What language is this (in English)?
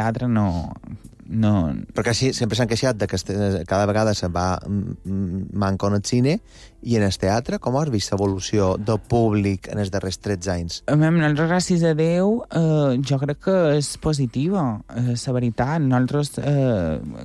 Catalan